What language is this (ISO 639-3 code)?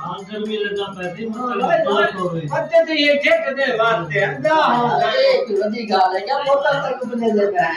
skr